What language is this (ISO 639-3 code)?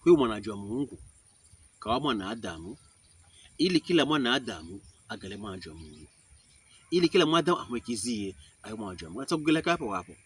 pkb